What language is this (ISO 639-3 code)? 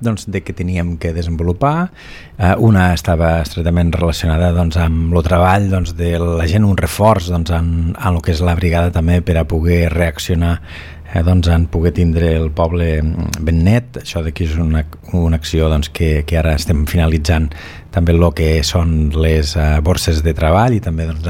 cat